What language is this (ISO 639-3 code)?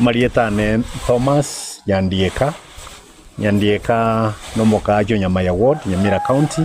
guz